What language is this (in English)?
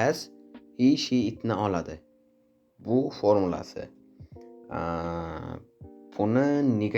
Uzbek